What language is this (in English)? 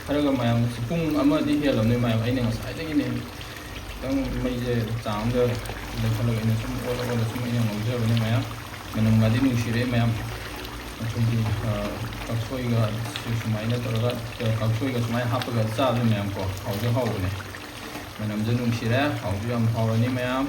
Manipuri